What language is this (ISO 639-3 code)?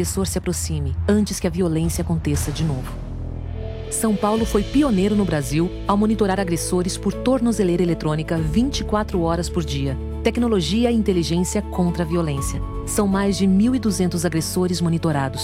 por